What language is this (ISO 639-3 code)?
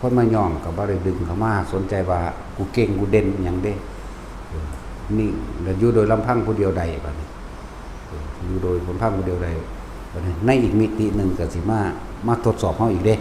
tts